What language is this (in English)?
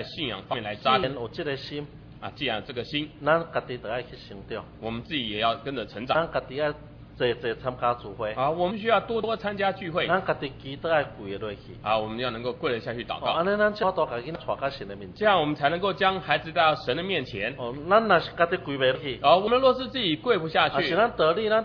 Min Nan Chinese